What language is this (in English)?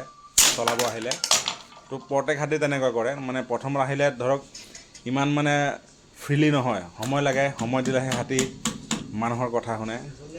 Assamese